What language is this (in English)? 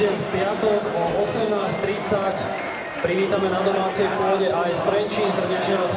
Slovak